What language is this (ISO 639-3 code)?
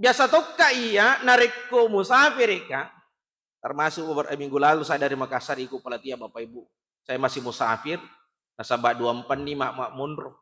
bug